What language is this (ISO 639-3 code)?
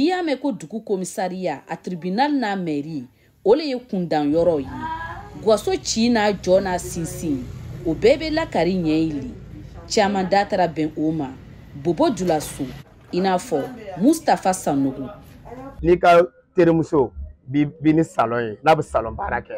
bam